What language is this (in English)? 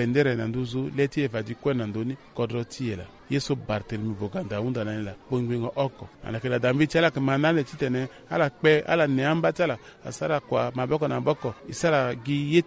Sango